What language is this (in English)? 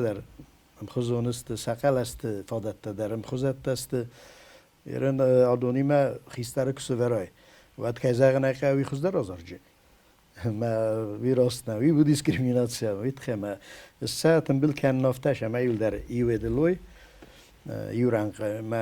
Ossetic